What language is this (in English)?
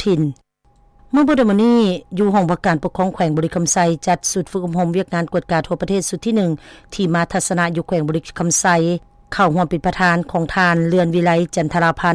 Lao